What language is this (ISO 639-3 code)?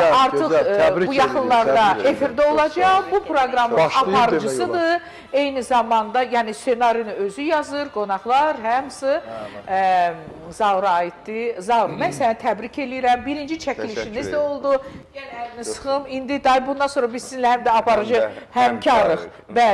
aze